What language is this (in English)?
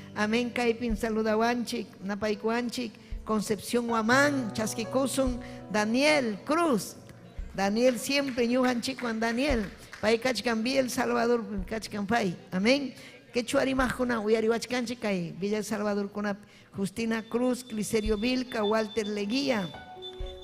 Ayacucho Quechua